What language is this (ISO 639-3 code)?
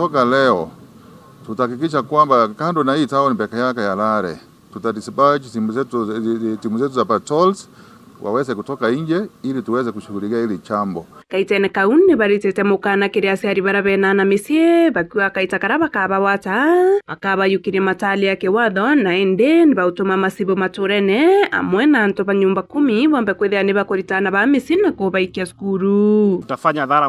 mer